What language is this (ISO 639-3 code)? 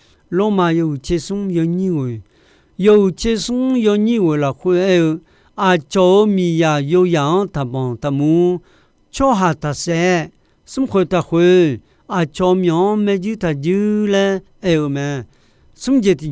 ahk